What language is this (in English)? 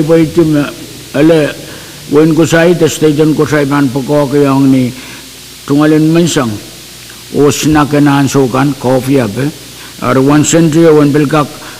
Pohnpeian